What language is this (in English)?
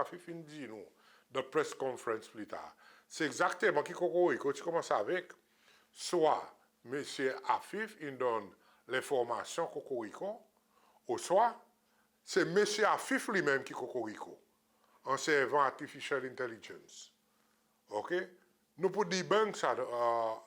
Seselwa Creole French